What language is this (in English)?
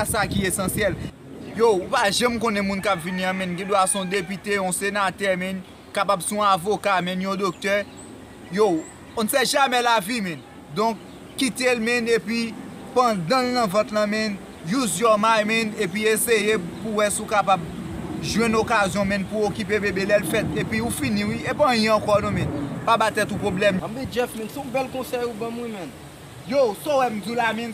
Haitian Creole